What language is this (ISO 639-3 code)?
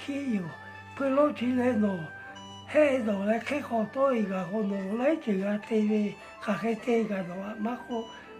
lhu